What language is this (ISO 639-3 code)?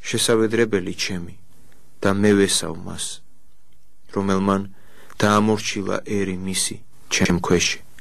kat